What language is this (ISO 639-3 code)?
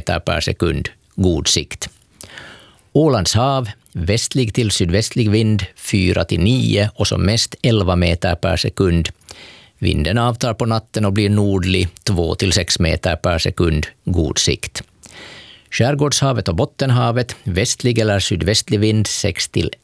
swe